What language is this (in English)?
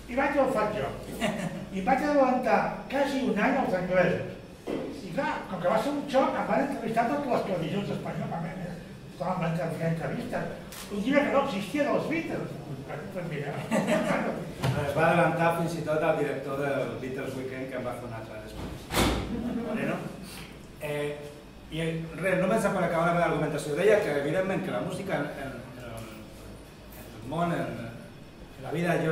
Catalan